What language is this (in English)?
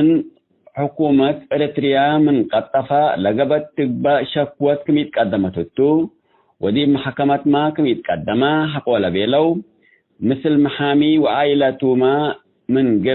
Tigre